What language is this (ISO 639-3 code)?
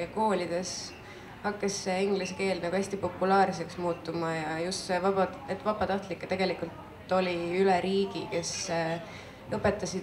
est